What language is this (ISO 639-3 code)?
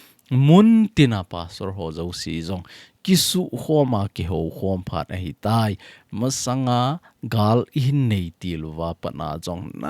tcz